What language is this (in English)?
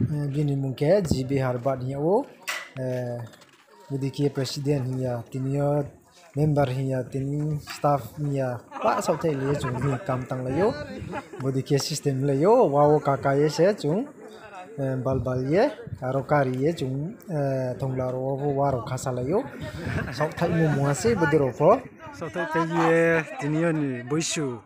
Riang (India)